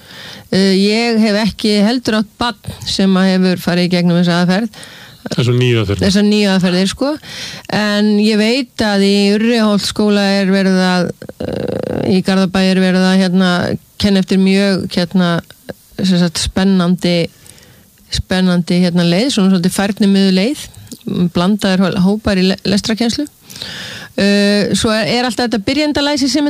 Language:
Icelandic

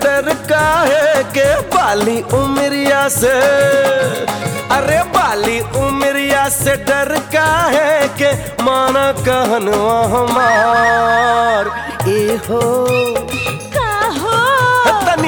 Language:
Bhojpuri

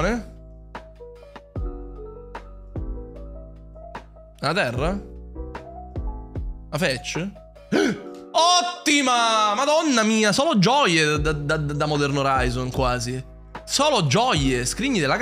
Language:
Italian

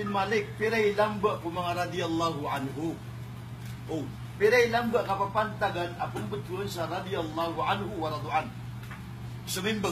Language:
Maranao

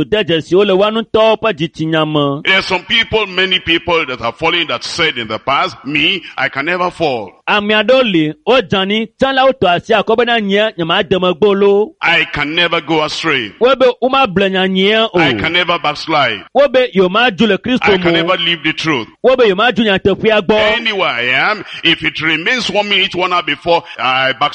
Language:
Ewe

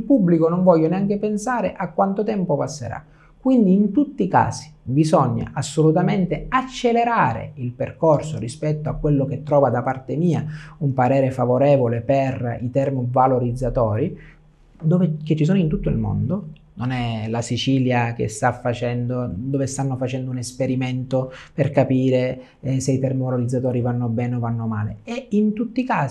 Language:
Italian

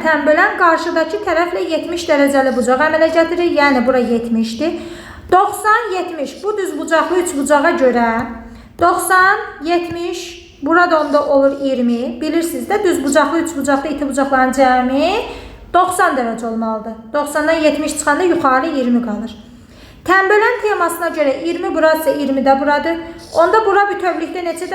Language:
Azerbaijani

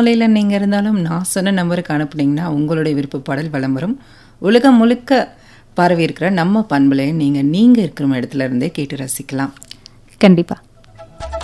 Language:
Tamil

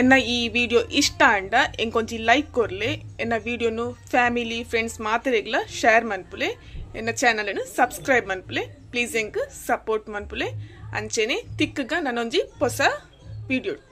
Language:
Tulu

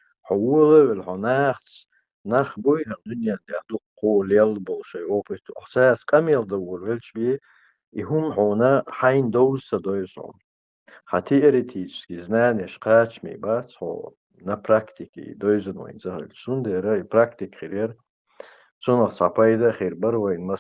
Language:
Chechen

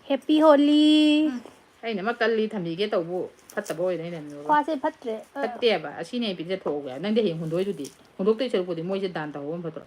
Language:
Manipuri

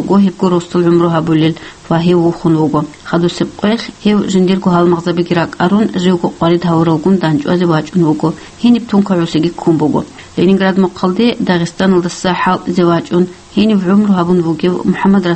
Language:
Avaric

